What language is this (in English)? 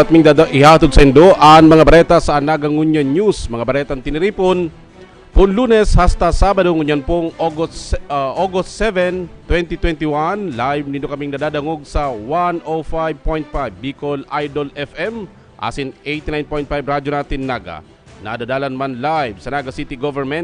Bikol